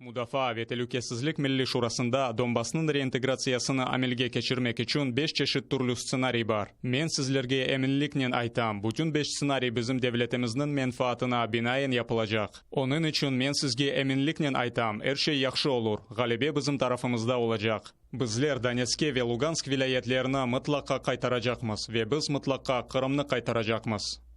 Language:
Crimean Tatar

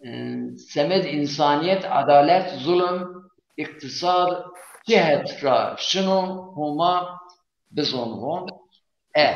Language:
Zaza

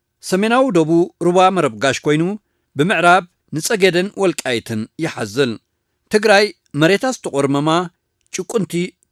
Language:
Tigrinya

